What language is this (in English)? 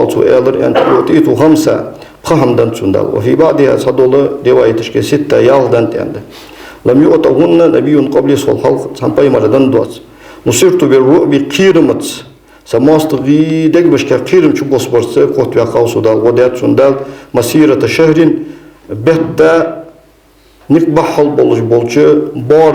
Ingush